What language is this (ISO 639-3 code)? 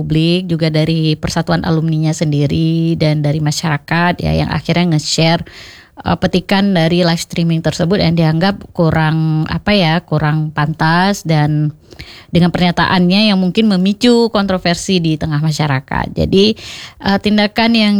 ind